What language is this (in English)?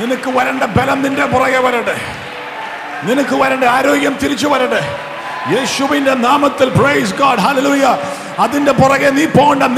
Malayalam